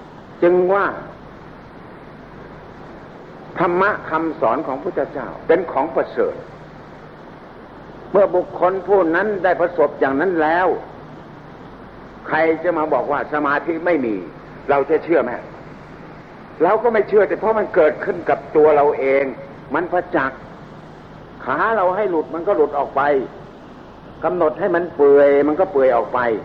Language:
Thai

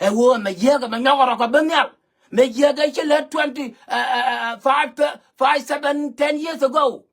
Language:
Nuer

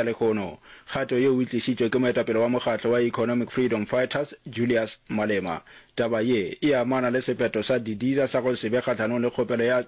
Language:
Northern Sotho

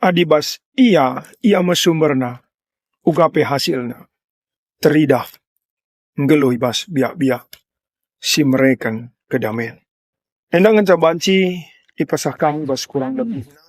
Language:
Batak Karo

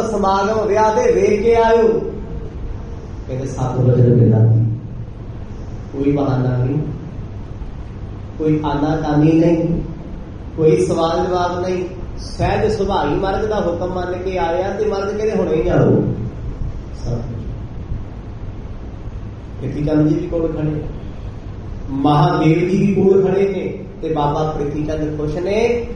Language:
Punjabi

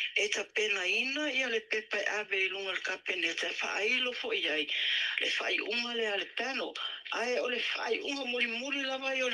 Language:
Samoan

